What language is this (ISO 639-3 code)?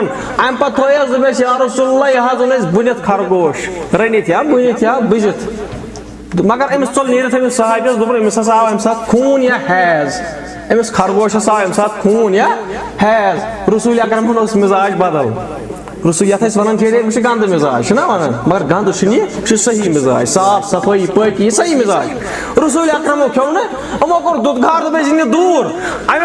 kas